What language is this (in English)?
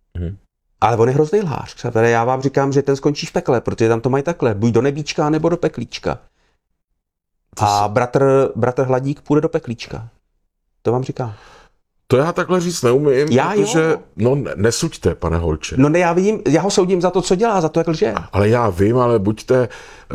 Czech